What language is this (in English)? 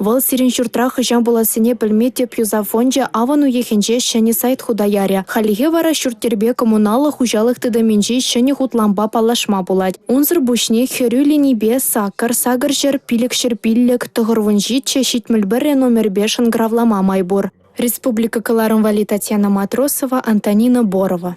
Chuvash